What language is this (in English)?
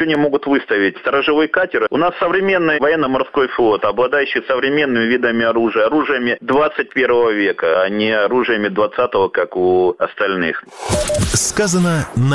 Russian